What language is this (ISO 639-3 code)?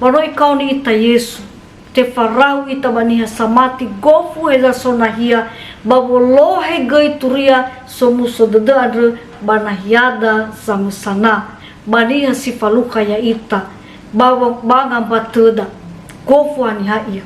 nia